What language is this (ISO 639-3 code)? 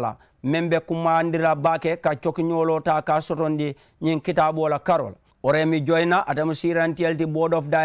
man